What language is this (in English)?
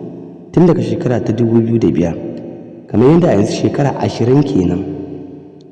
Hausa